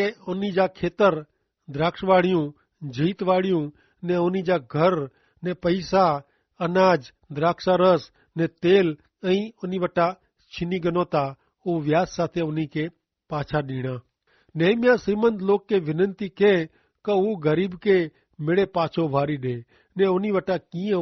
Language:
Kachhi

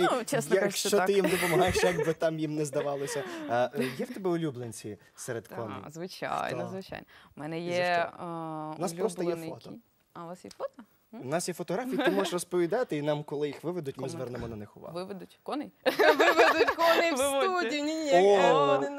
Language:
Ukrainian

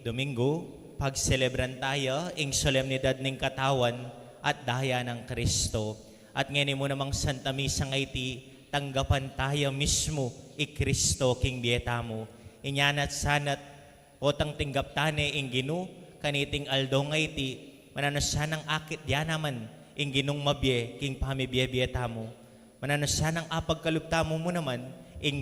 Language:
Pampanga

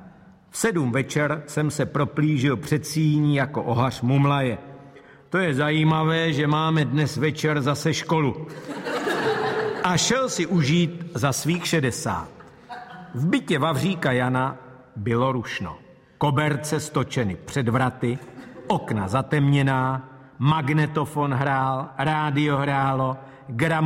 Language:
Czech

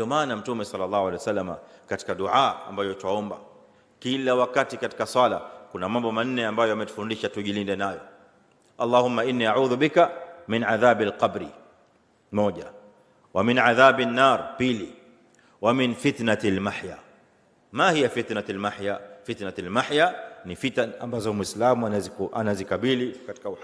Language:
Swahili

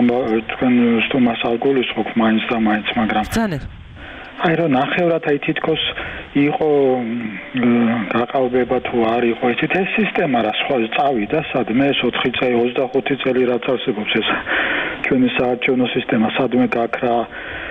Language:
Georgian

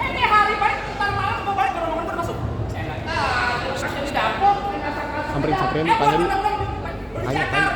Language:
Betawi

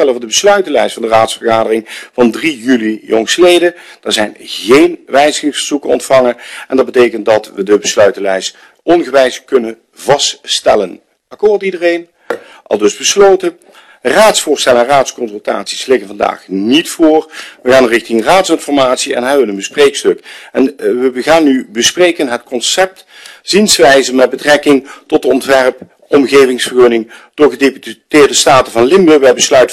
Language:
Dutch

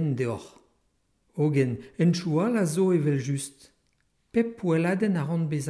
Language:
Breton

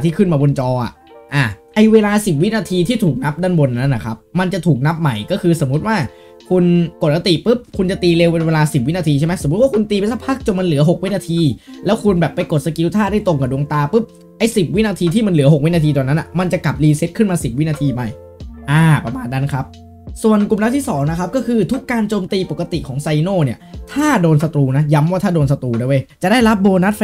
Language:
Thai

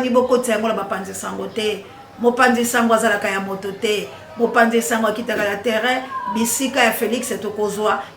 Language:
Lingala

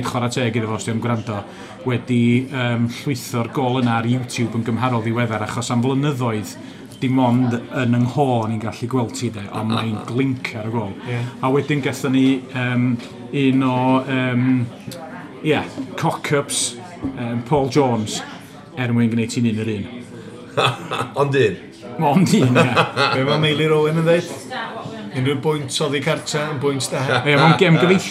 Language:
Welsh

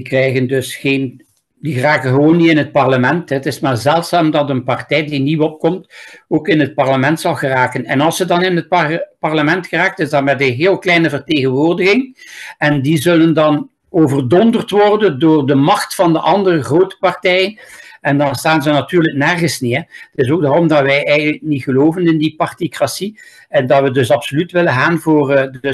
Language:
Dutch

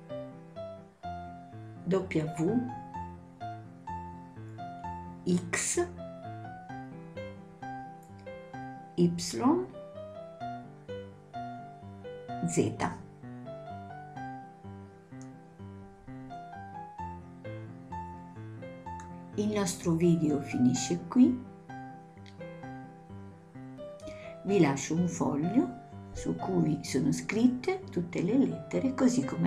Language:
Italian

